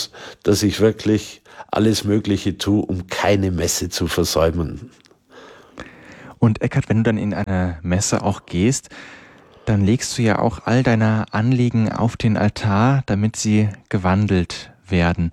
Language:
German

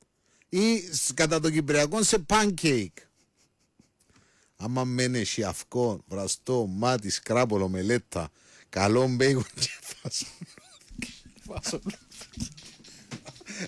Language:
Greek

